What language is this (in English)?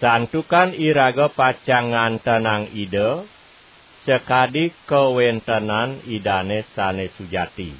Balinese